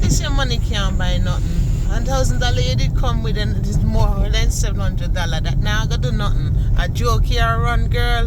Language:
Jamaican Creole English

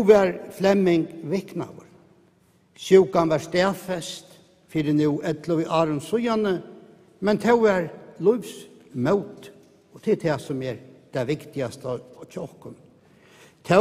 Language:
Faroese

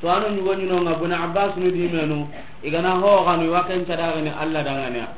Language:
Soninke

